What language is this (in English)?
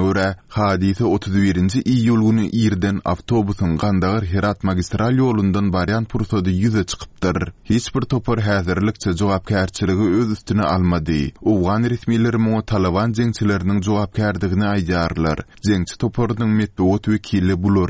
Turkmen